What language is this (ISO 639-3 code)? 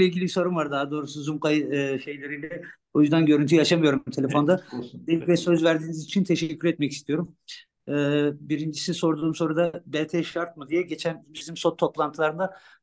tur